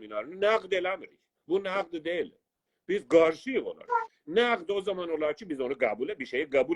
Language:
South Azerbaijani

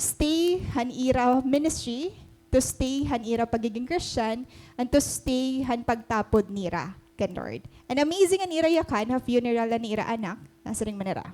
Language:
Waray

